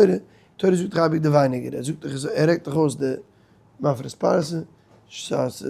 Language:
Yiddish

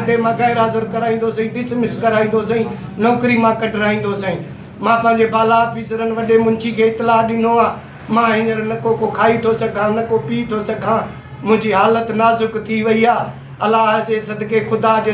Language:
Sindhi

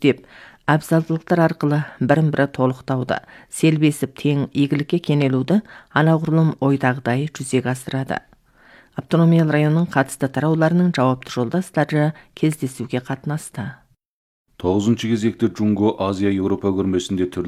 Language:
Kazakh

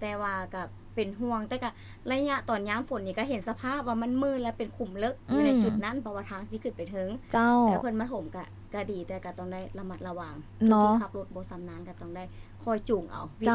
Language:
Lao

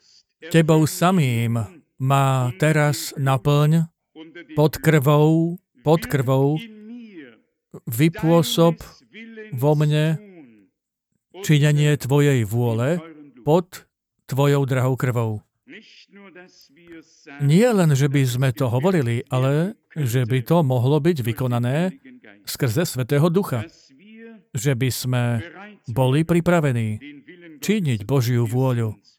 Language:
Slovak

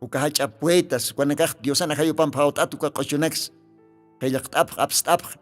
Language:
Aymara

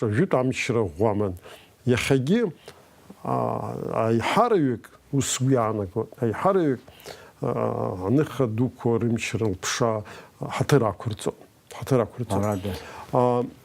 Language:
Abkhazian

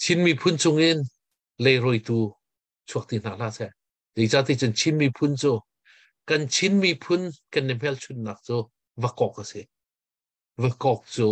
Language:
Hakha Chin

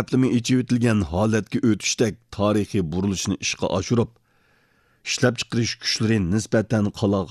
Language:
Uyghur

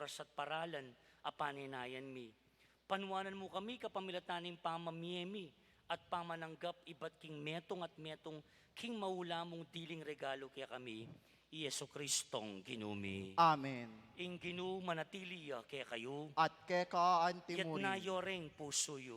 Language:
Pampanga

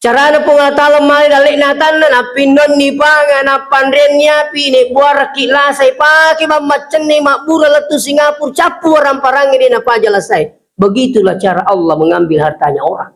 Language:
Buginese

